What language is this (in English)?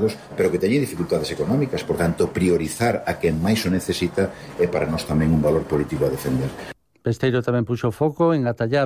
Galician